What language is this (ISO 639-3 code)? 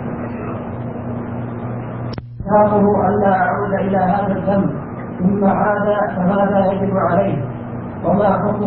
ara